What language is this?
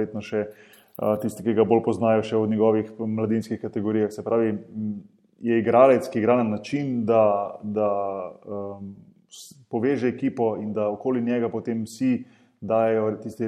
Slovenian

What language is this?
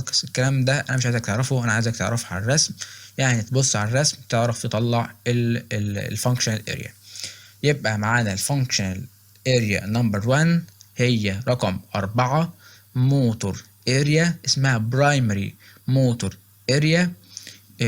Egyptian Arabic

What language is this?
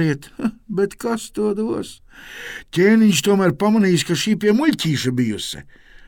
Latvian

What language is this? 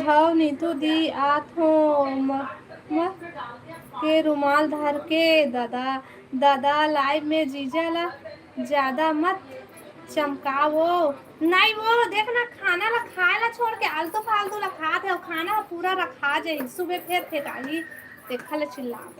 Chhattisgarhi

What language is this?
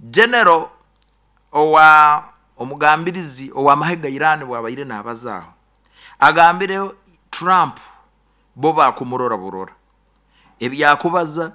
Nyoro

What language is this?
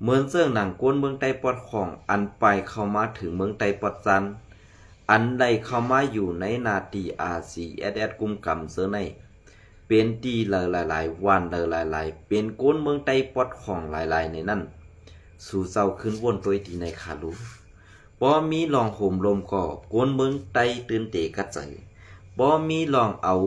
Shan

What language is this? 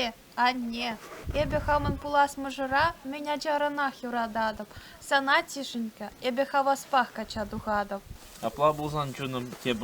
Chuvash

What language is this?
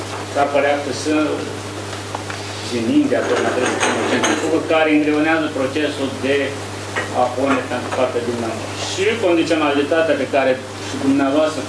Romanian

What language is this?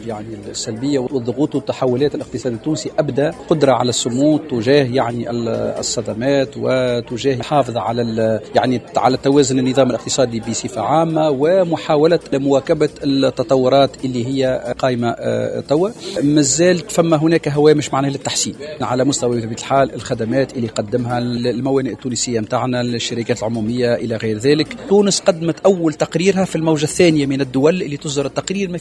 Tunisian Arabic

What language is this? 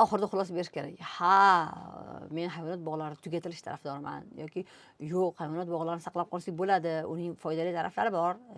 Uzbek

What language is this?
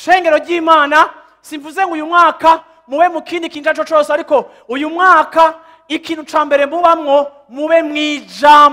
Rundi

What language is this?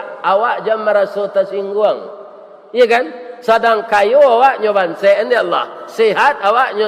Minangkabau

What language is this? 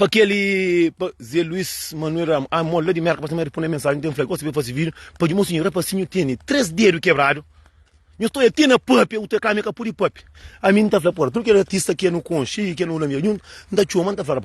Kabuverdianu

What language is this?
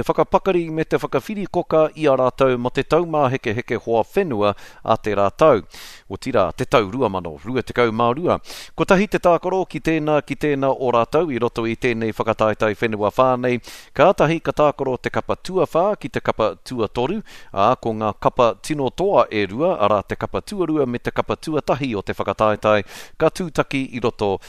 Māori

